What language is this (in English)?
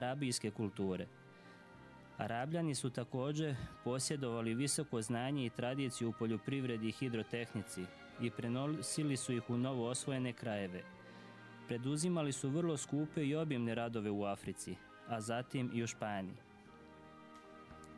Serbian